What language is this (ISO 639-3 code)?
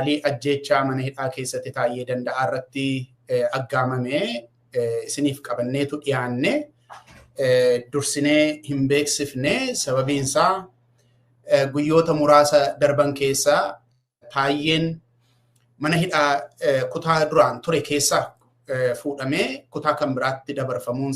orm